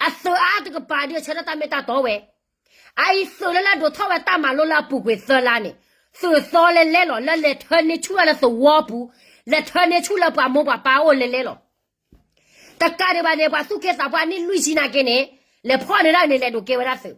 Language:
S'gaw Karen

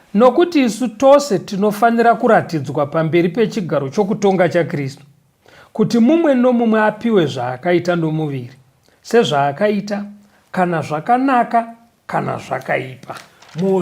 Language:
Shona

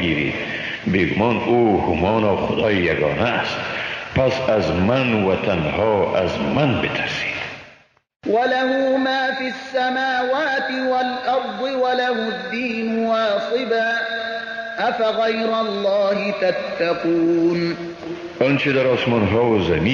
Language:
Persian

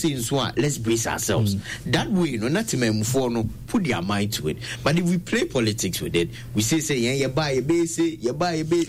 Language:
Akan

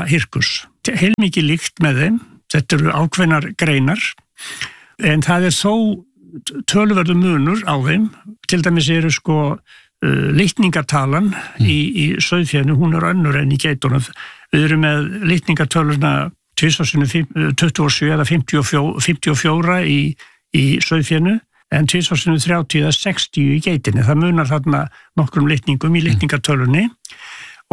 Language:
Icelandic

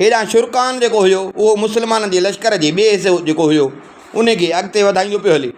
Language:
Sindhi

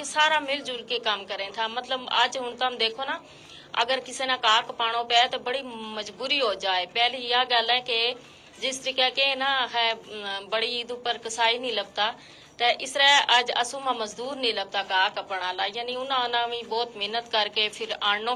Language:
Gujari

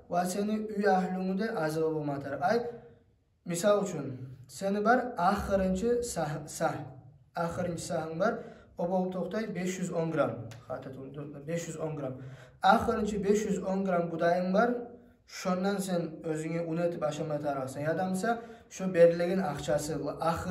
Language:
Kumyk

